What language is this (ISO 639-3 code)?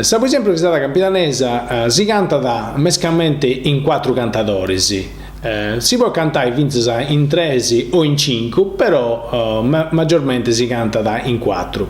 srd